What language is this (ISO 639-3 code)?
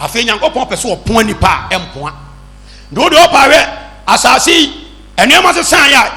aka